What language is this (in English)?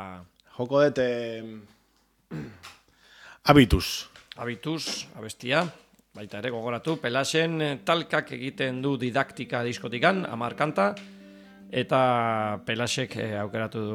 Basque